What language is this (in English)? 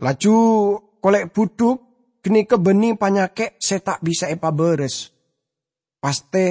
Madurese